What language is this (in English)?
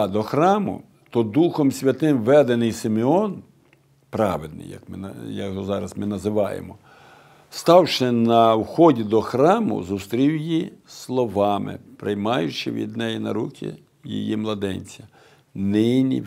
Ukrainian